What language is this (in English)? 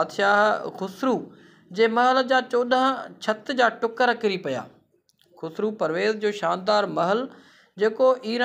Sindhi